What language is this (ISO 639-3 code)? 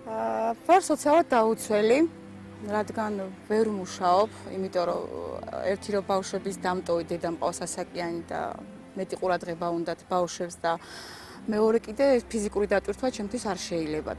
kat